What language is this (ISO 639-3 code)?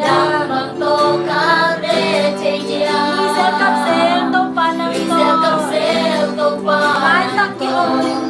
ctd